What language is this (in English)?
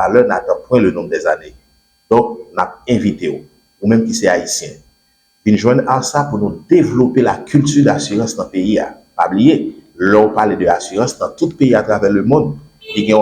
Haitian Creole